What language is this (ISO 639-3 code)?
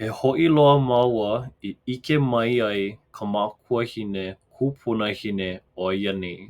haw